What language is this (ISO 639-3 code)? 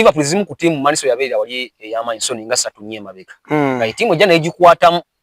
lug